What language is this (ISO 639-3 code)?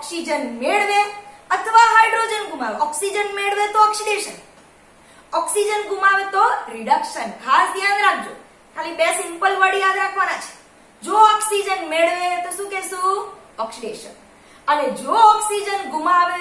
guj